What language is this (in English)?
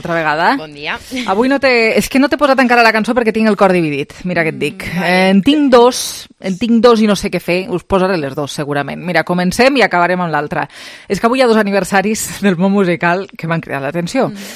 Catalan